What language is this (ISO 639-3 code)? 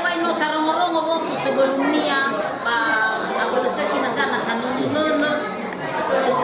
nia